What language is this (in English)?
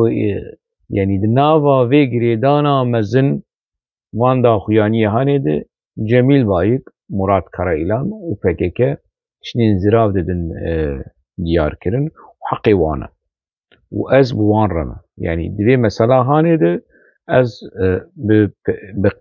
Kurdish